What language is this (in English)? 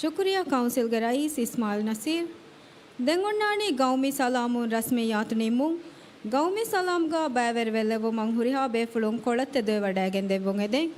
Divehi